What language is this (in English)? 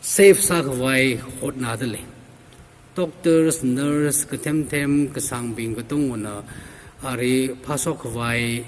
Tangkhul Naga (India)